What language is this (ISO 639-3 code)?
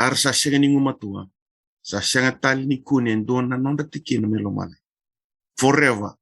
fij